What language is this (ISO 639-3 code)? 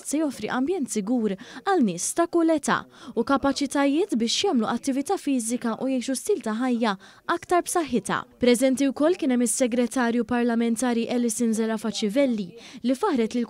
mlt